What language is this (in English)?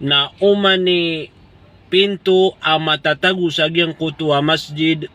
Maranao